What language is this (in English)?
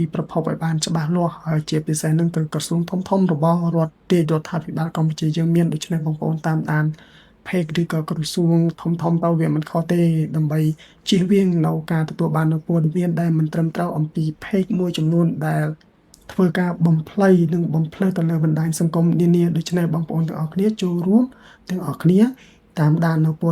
Khmer